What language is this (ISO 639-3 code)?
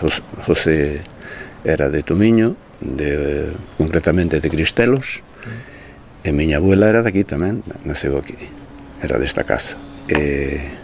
glg